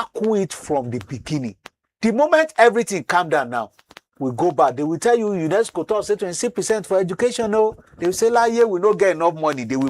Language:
Nigerian Pidgin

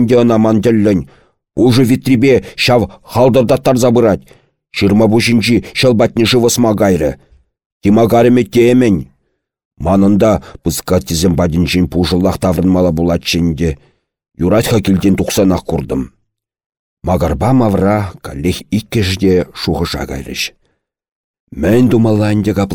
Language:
Chuvash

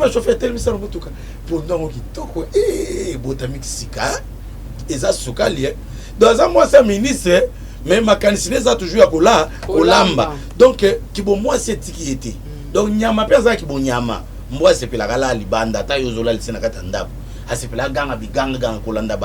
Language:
Lingala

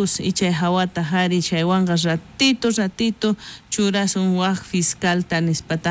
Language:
South Bolivian Quechua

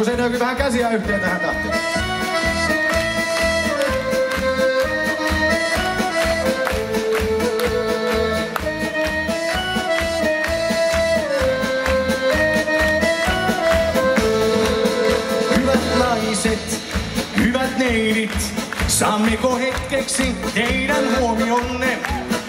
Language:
Finnish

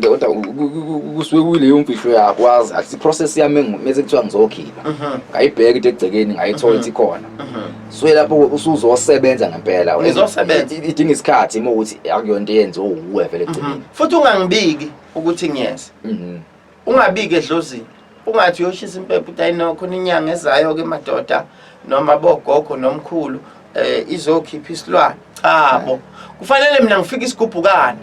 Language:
Zulu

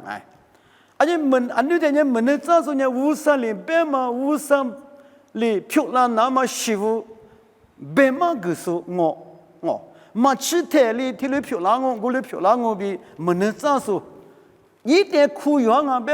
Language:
Lisu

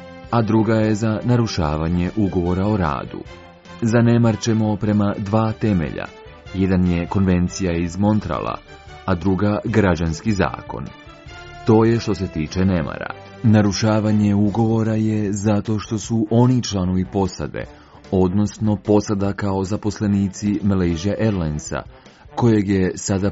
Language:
Croatian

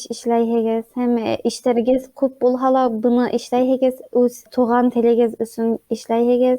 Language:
Bashkir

